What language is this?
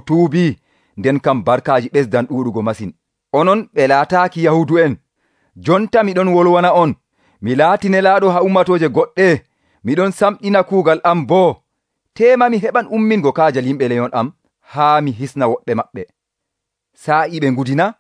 Nigerian Fulfulde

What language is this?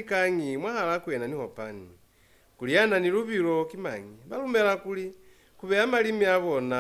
Lozi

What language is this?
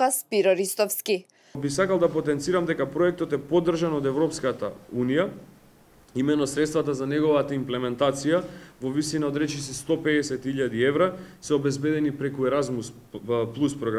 Macedonian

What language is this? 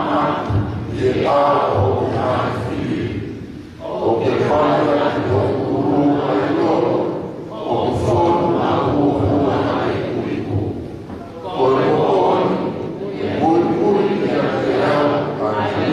Tongan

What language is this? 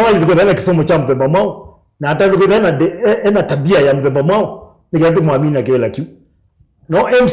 Kamba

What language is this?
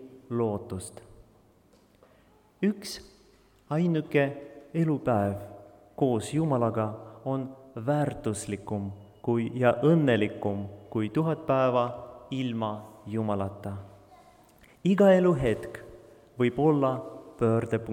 Estonian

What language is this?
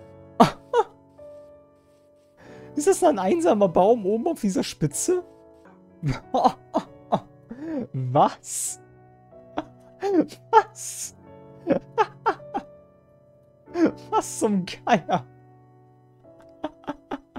German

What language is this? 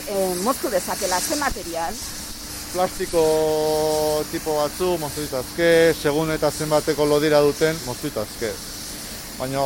Basque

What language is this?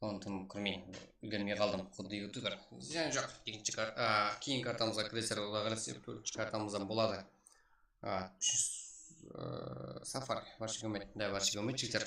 Kara-Kalpak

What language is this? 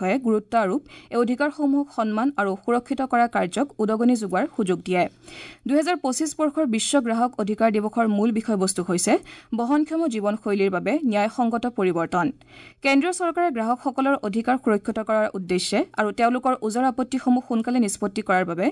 Assamese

